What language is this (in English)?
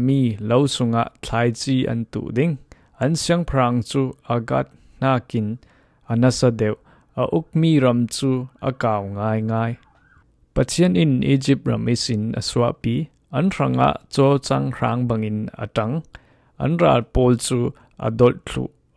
Falam Chin